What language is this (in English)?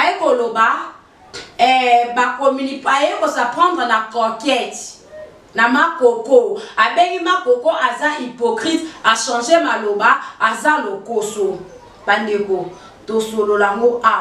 Lingala